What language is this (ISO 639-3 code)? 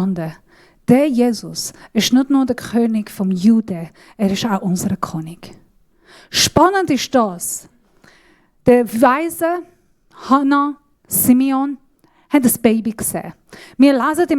gsw